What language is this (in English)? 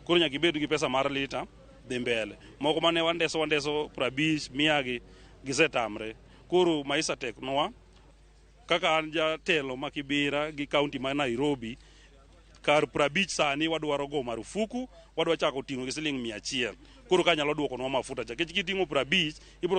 Luo (Kenya and Tanzania)